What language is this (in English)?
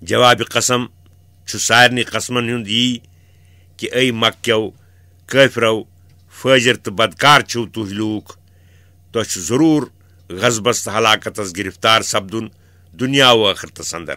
Kashmiri